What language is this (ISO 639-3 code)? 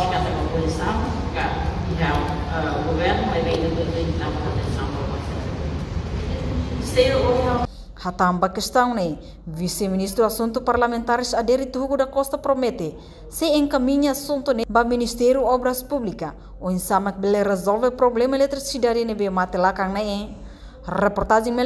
tet